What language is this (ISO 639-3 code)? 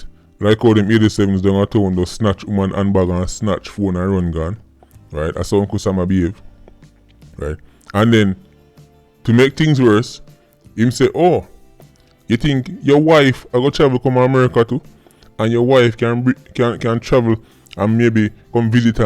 jam